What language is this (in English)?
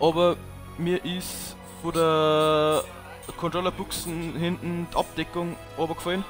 Bavarian